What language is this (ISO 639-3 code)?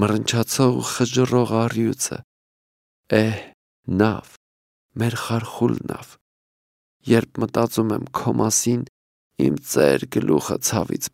hye